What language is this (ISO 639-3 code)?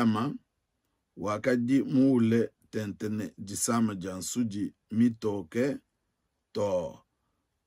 lua